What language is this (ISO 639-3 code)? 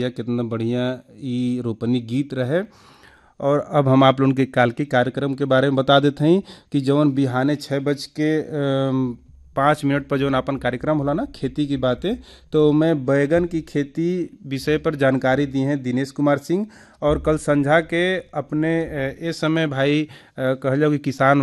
bho